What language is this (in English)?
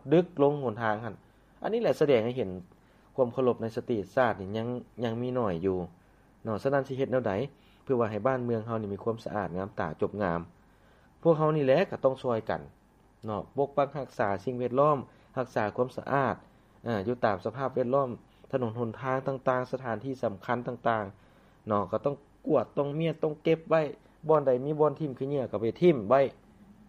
Lao